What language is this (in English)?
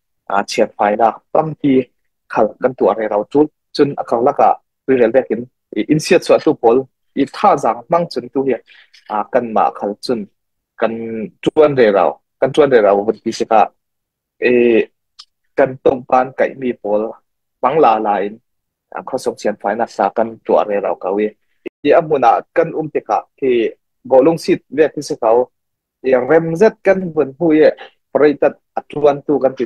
Falam Chin